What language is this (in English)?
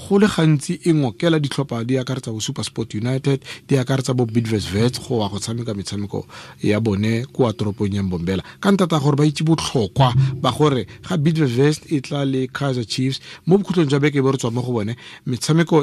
Tswana